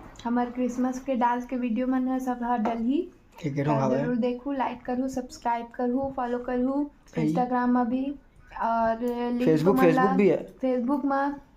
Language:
Chhattisgarhi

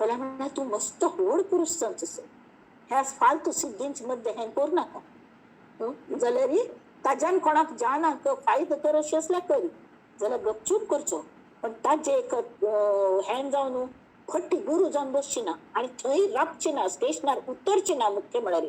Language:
Konkani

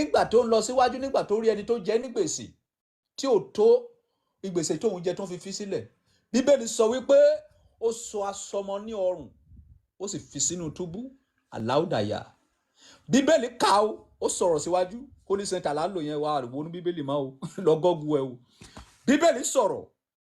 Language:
Yoruba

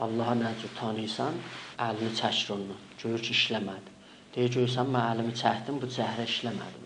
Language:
South Azerbaijani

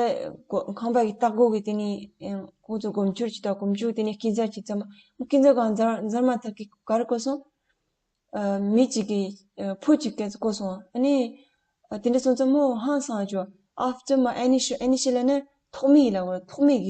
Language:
Tibetan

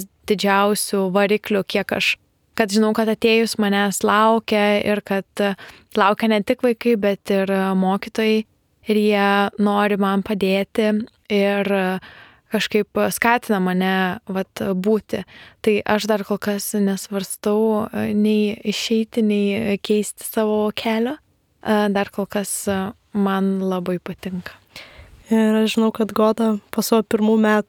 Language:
Lithuanian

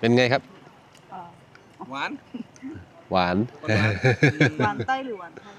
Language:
Shan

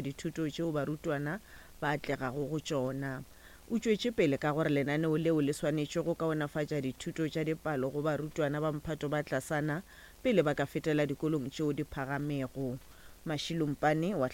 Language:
Northern Sotho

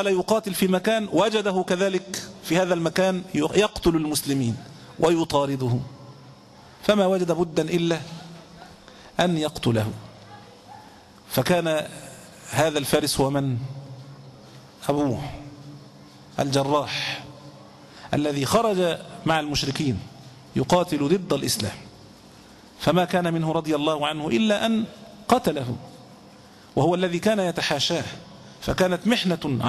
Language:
Arabic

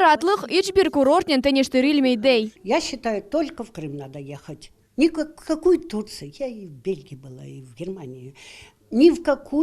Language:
Crimean Tatar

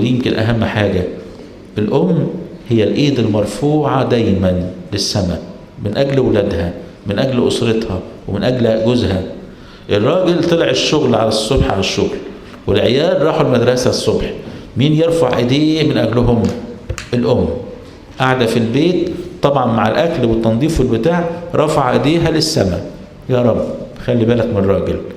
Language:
Egyptian Arabic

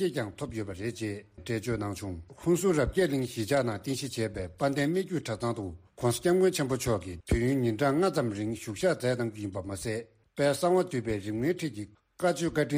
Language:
Tibetan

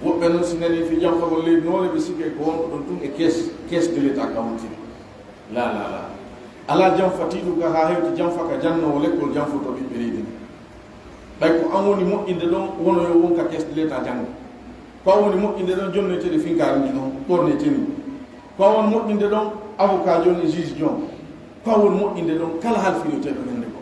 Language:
Pular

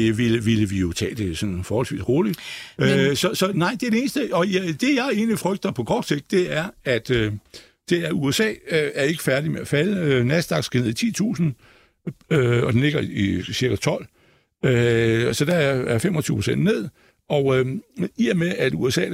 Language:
Danish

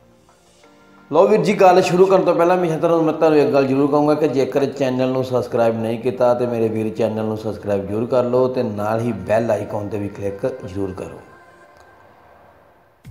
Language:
Punjabi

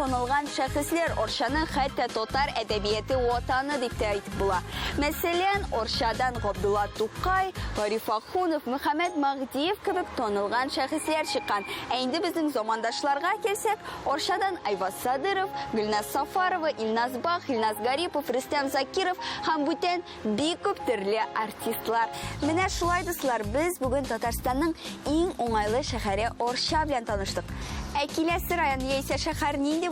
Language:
Tatar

